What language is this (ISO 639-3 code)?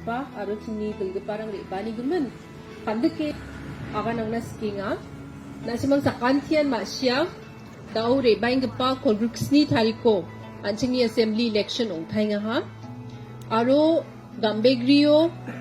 grt